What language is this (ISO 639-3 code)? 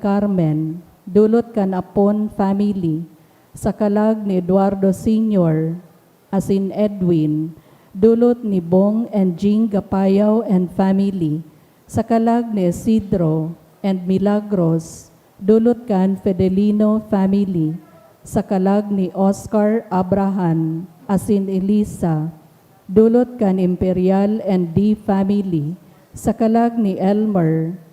bik